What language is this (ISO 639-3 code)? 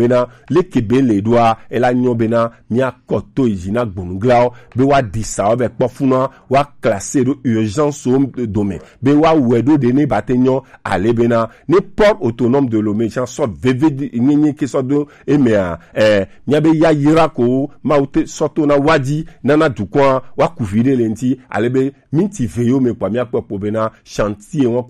gej